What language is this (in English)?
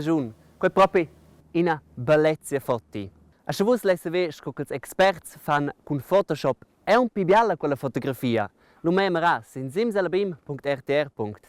Romansh